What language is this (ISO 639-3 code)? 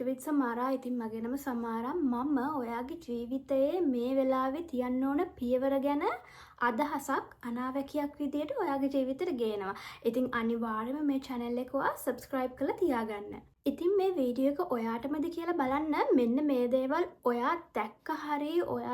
sin